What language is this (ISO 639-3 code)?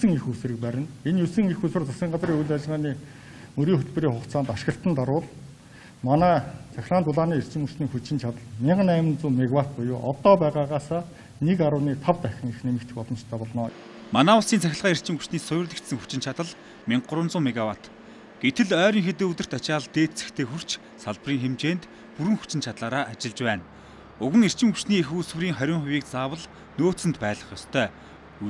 mon